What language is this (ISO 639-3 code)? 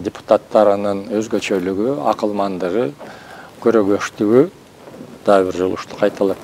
kir